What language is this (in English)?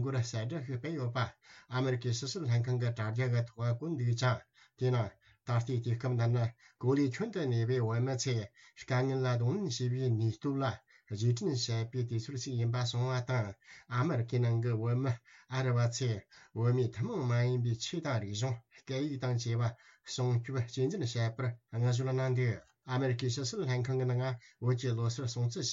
Tibetan